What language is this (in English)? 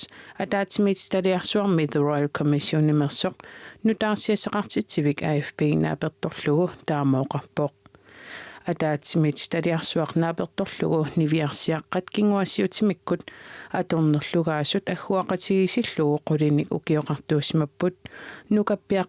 Kalaallisut